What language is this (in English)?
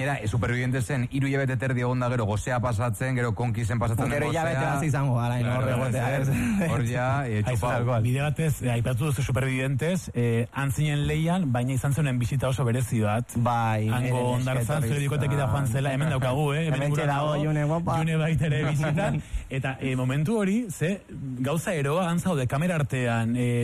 Basque